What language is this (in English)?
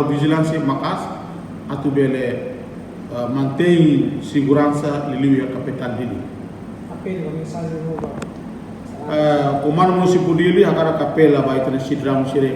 Tetum